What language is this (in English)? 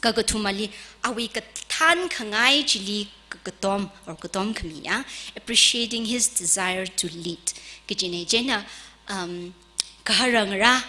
Tangkhul Naga (India)